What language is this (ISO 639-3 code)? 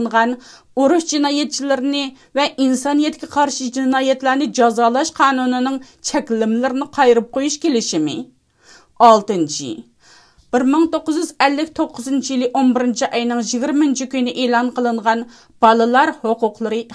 uig